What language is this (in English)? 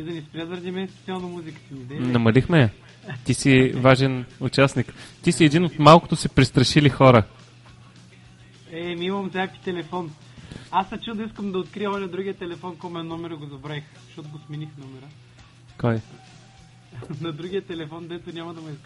Bulgarian